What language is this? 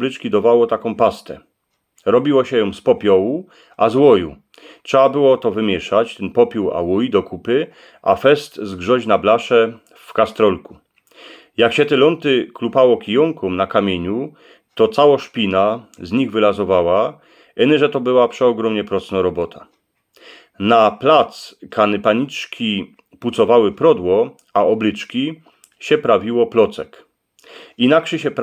Silesian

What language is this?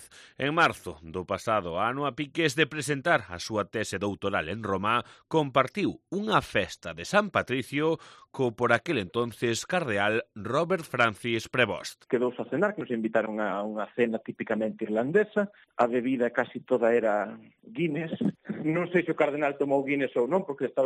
Galician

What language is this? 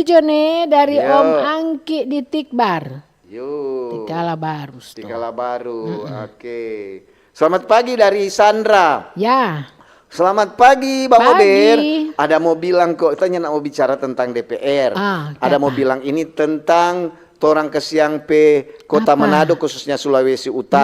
Manado Malay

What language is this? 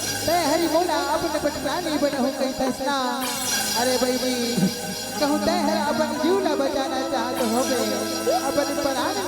Chhattisgarhi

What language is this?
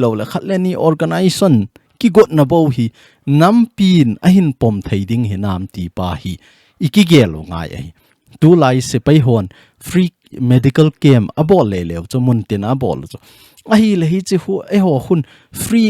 Thado Chin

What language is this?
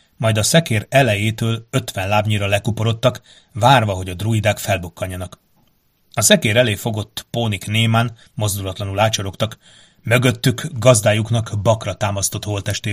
Hungarian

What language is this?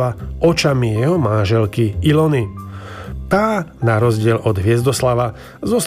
Slovak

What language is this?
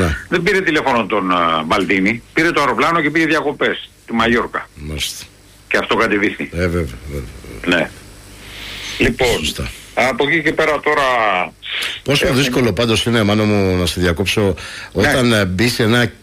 Greek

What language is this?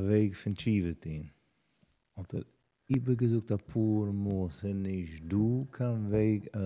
Yiddish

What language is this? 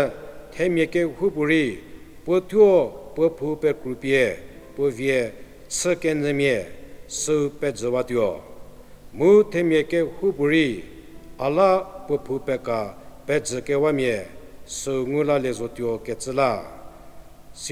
Angami Naga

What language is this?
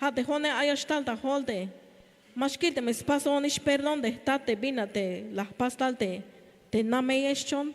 Tzeltal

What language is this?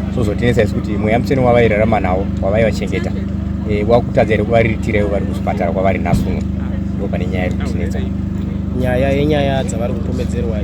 Shona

